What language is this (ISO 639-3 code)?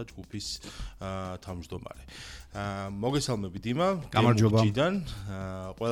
kat